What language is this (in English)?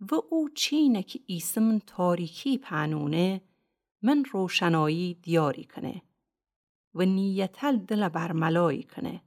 Gilaki